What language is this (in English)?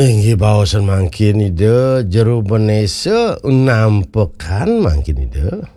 Balinese